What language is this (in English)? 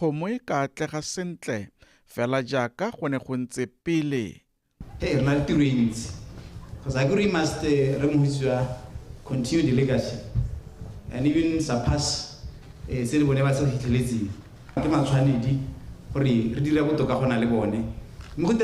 Tswana